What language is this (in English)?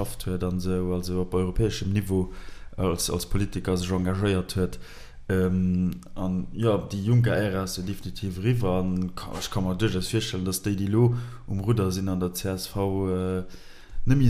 Luxembourgish